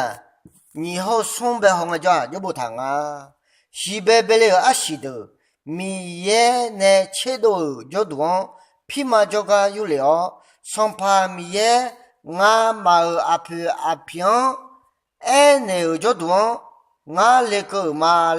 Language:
Akha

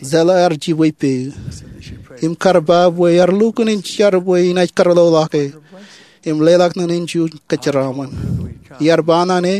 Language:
Marshallese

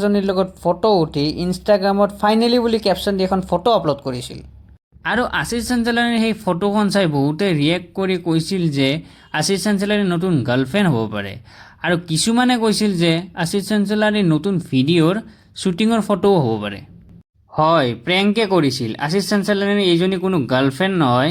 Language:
Assamese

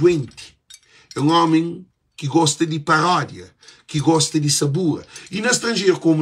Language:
Kabuverdianu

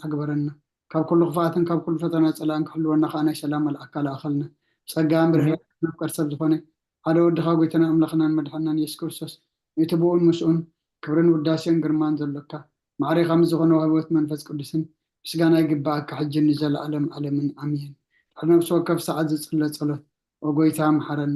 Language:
Tigrinya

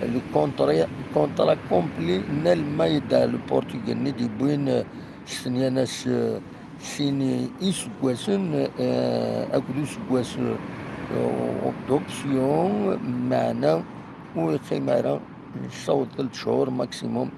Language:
Kabyle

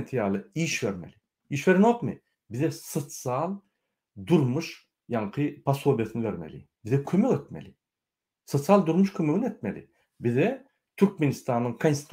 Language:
Turkmen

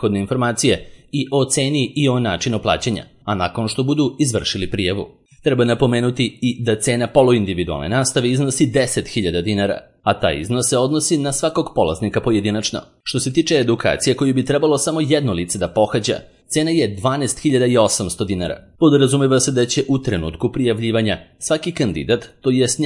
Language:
Serbian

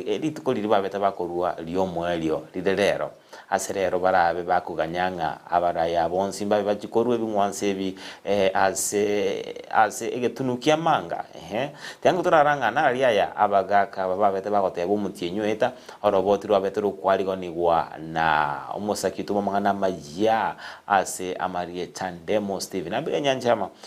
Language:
Gusii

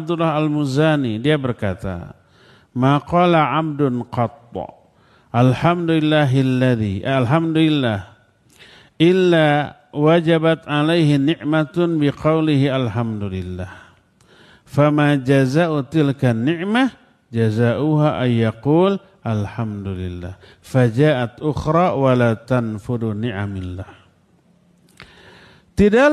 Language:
Indonesian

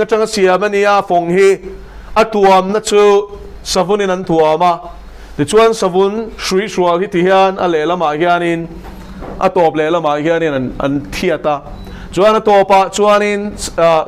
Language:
Mizo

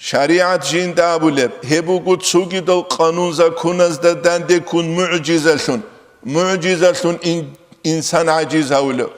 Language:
Avaric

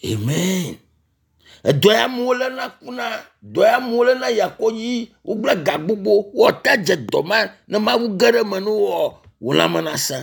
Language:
Ewe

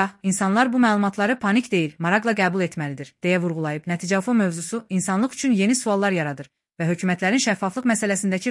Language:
Azerbaijani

